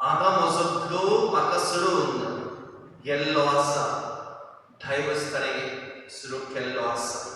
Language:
Konkani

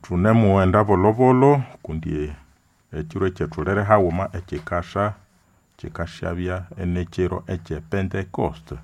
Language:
Nande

